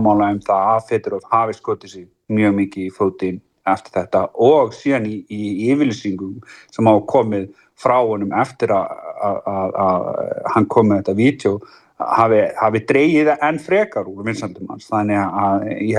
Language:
Icelandic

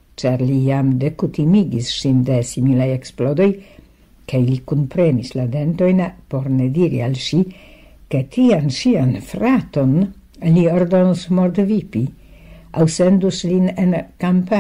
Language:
Esperanto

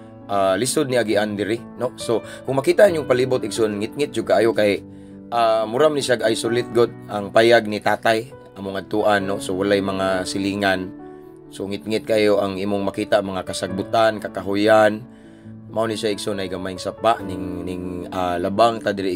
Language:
Cebuano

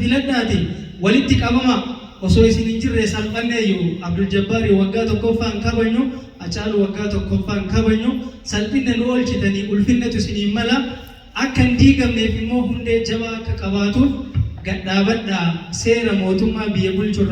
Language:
Oromo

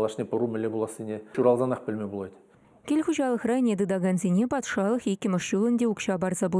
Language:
Chuvash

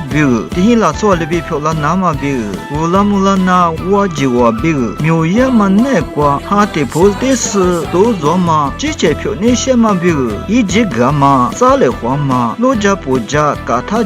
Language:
Lisu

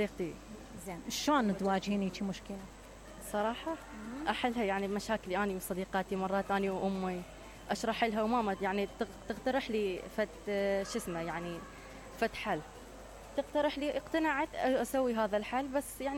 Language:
Mesopotamian Arabic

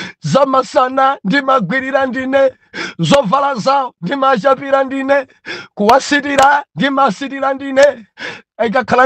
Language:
Nyanja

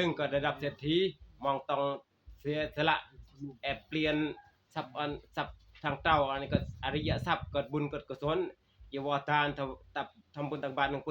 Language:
Northeastern Thai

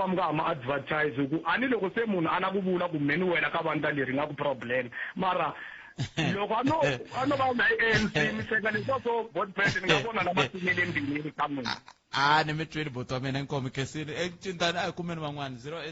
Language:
Tsonga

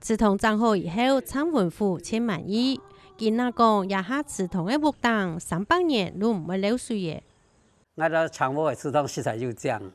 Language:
Hakka Chinese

